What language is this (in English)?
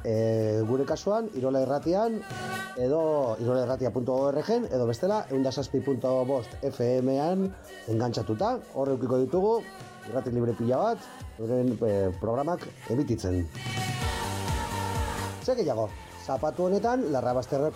Basque